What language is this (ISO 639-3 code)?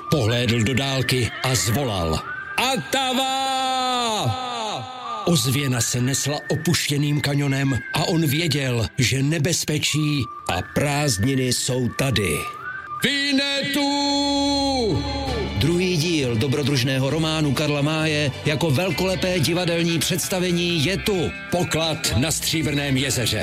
ces